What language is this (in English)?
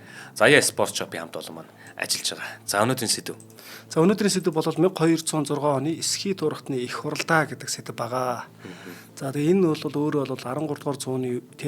Mongolian